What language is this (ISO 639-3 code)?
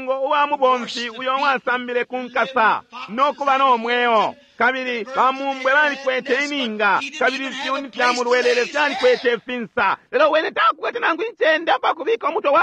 bem